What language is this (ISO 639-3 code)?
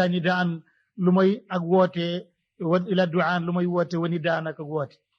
wol